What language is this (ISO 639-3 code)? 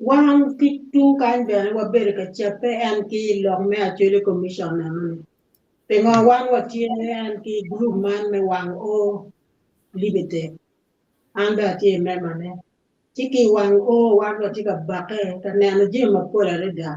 ach